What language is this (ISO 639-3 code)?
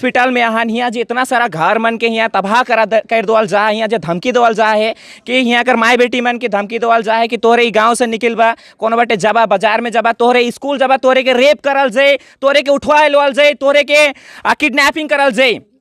sck